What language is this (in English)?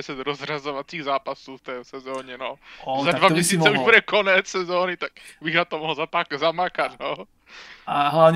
Slovak